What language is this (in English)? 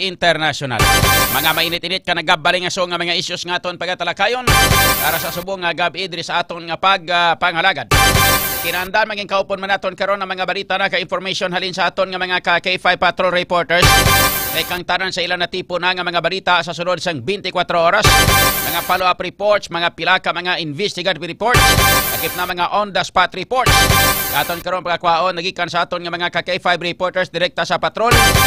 Hiligaynon